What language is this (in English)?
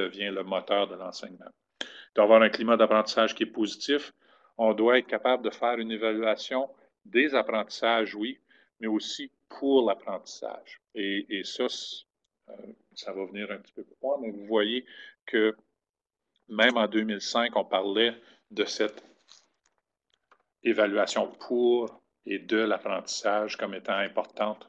French